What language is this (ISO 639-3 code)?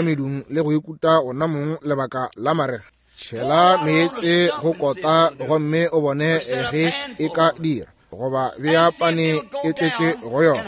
nso